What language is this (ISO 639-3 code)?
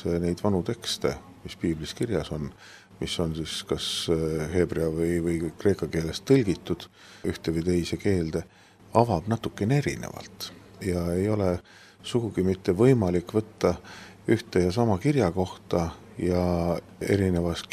est